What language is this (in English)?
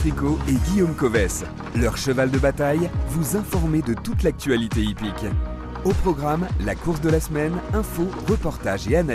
French